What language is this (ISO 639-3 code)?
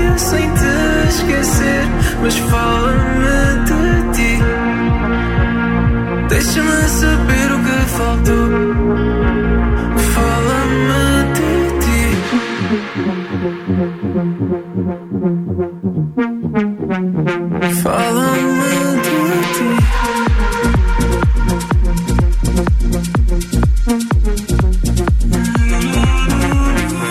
por